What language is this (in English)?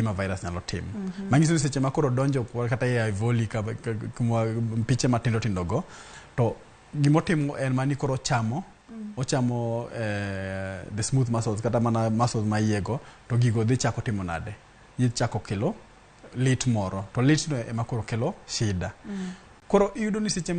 Luo (Kenya and Tanzania)